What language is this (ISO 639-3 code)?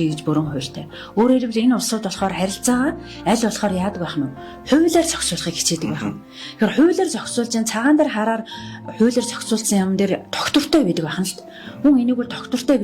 mon